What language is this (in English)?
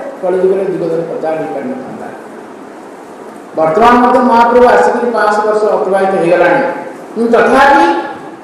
Odia